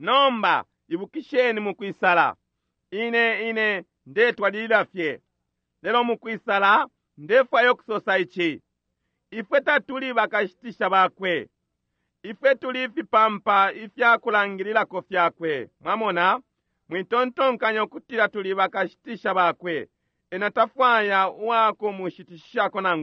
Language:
Bemba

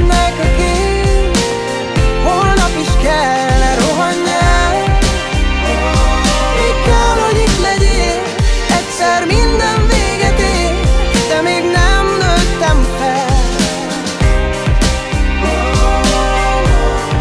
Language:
Hungarian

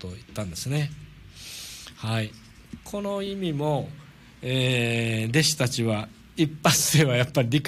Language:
Japanese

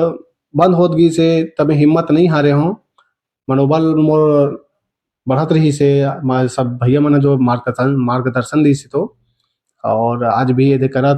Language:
Chhattisgarhi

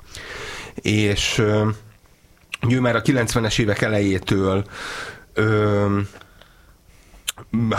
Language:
Hungarian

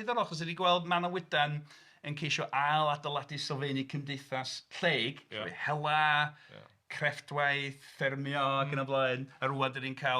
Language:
Welsh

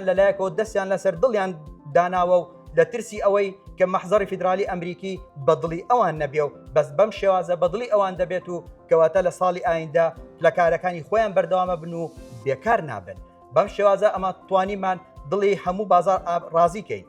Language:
Central Kurdish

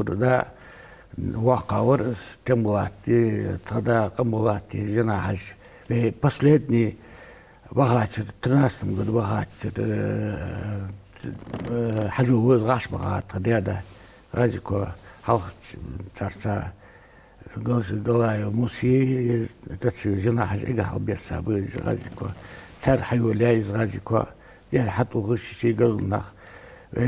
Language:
Ingush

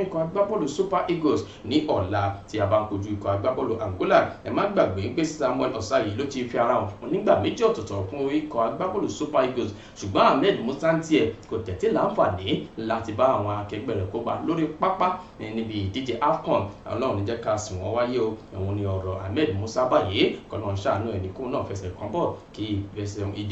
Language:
Yoruba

